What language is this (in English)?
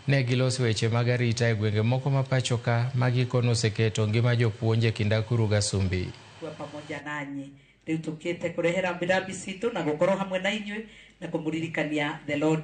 Luo (Kenya and Tanzania)